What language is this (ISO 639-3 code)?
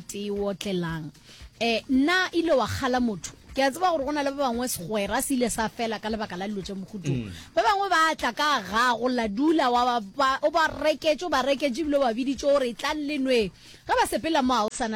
nso